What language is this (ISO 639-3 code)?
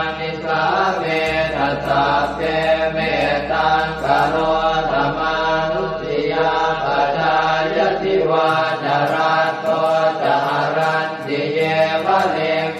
pli